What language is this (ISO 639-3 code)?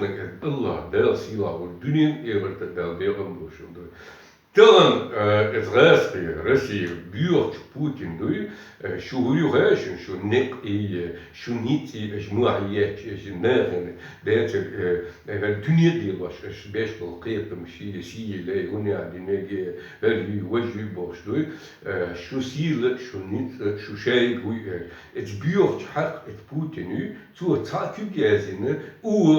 che